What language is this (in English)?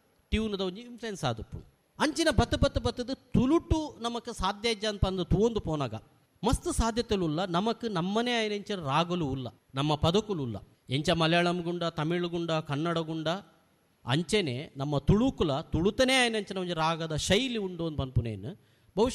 Tulu